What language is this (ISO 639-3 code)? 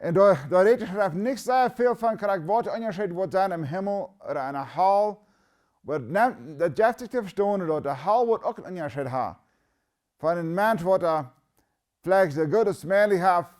pdt